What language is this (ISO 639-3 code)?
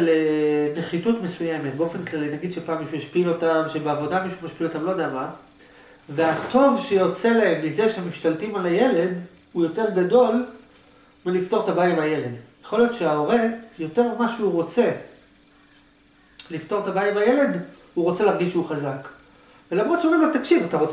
heb